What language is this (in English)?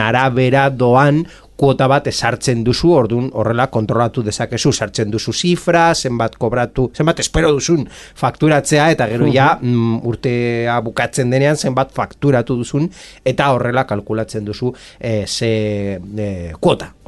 Basque